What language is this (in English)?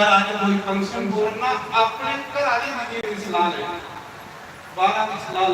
Dogri